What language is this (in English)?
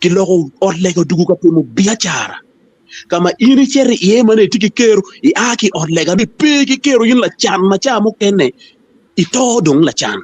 Acoli